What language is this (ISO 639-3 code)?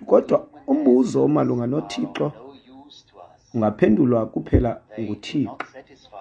xho